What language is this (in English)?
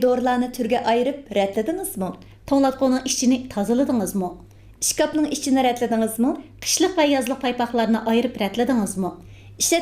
Uyghur